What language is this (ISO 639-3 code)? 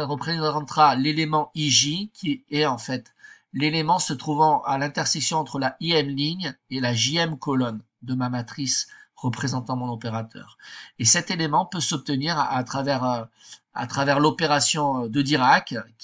fra